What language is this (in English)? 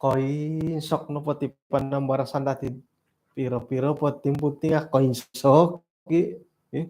Central Dusun